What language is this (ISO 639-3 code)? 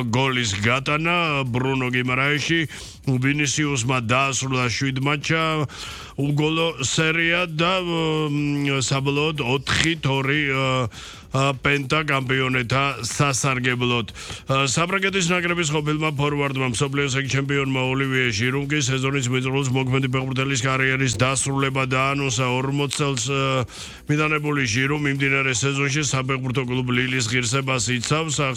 kat